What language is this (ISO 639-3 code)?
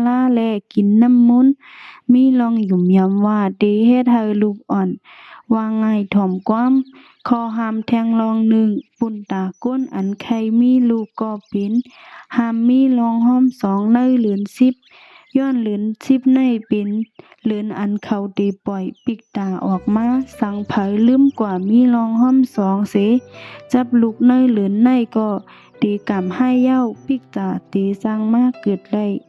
shn